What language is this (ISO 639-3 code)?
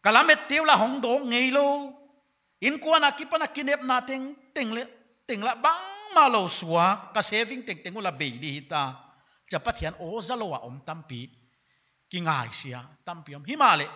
pck